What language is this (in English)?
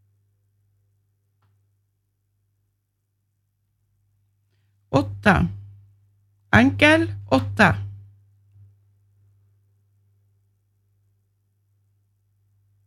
Norwegian